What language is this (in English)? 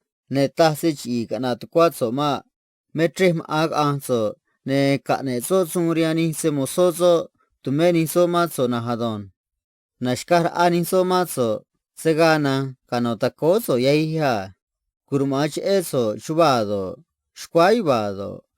Copala Triqui